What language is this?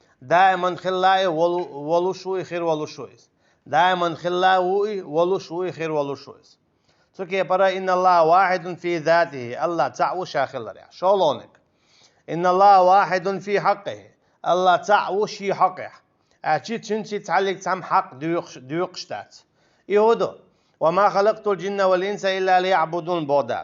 Chechen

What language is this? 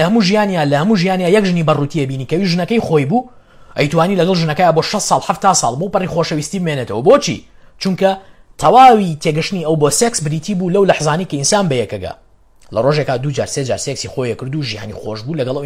Central Kurdish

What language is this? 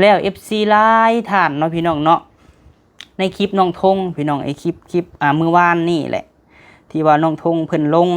Lao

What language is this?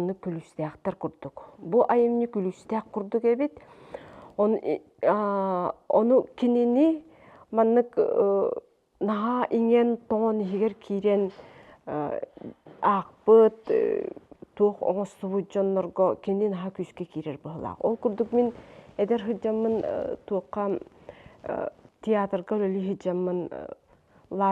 Yakut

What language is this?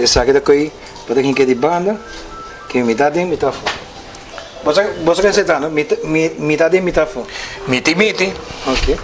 Papiamento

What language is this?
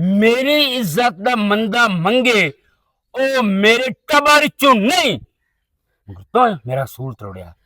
Western Panjabi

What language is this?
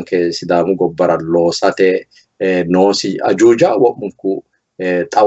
Sidamo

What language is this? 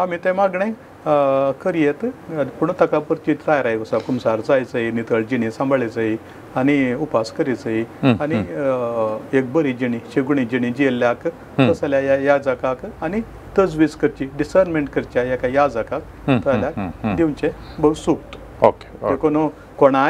Konkani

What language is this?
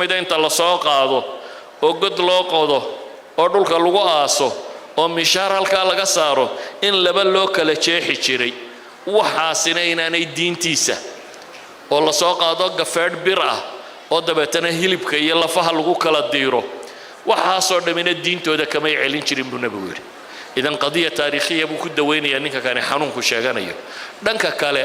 Somali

